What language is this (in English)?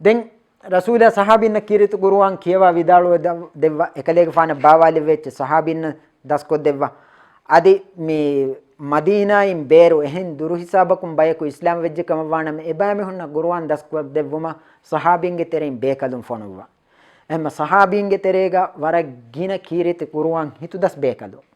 Divehi